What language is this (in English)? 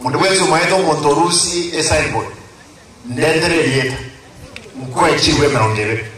Gusii